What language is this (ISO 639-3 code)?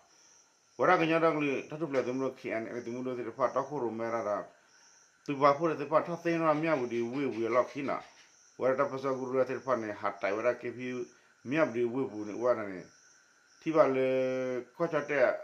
ksw